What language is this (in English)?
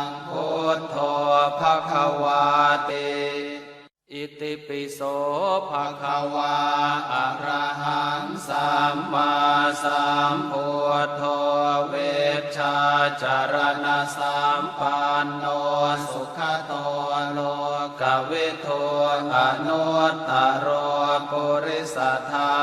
Pali